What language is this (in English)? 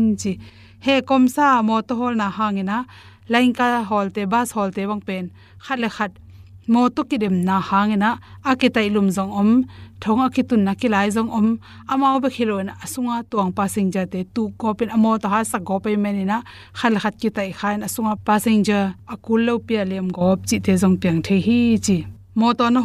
Tedim Chin